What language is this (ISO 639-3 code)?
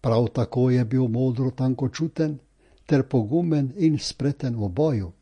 slv